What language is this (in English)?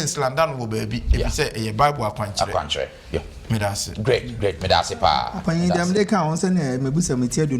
Akan